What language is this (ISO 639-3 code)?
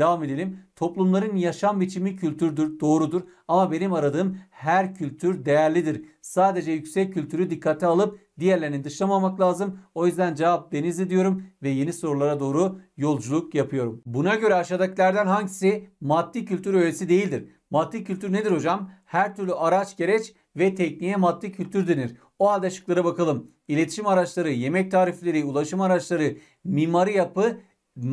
tur